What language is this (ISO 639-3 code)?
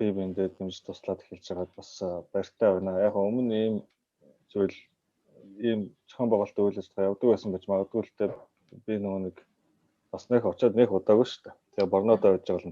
mon